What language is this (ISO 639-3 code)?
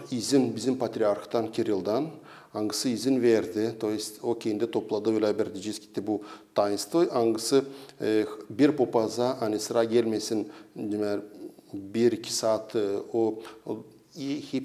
gag